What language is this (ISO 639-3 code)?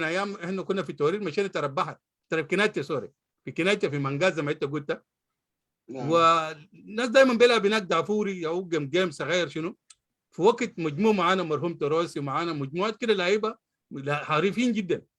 apd